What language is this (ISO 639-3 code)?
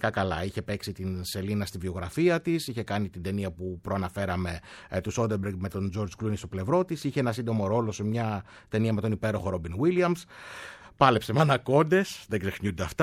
ell